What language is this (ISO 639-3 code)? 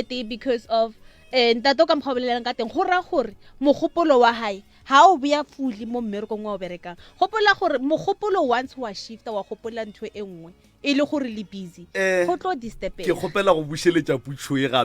nso